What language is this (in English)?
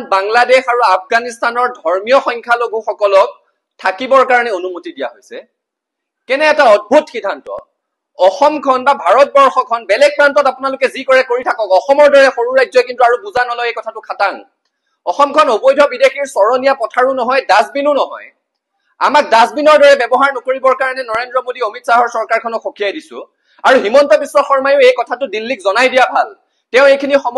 Assamese